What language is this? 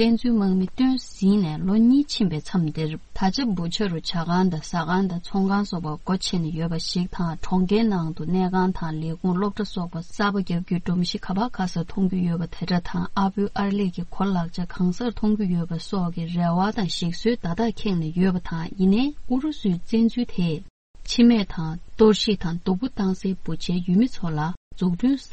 Tibetan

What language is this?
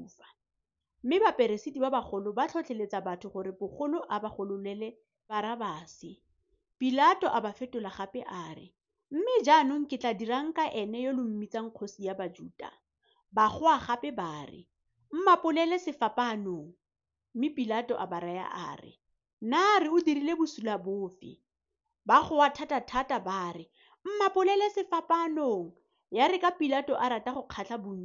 Tswana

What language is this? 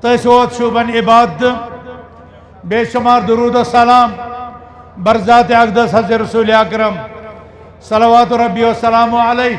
Kashmiri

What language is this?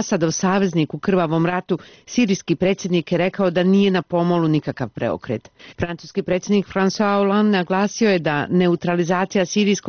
Serbian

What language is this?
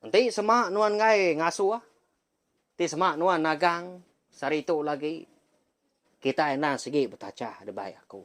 Iban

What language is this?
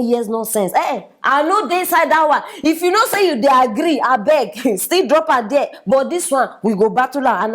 Nigerian Pidgin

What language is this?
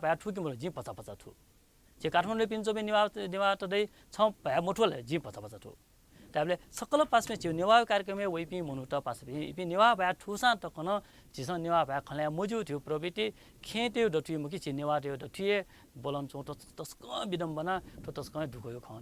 Newari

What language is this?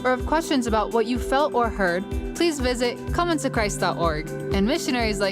Tahitian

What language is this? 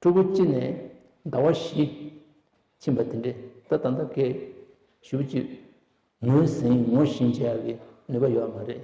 Tibetan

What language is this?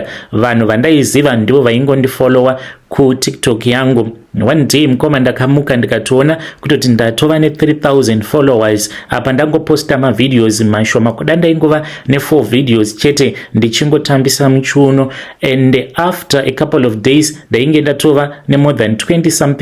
Shona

